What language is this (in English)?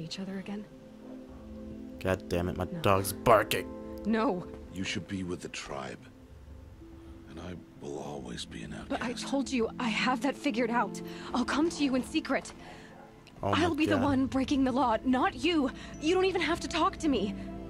English